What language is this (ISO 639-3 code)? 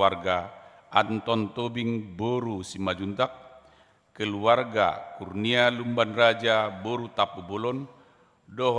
bbc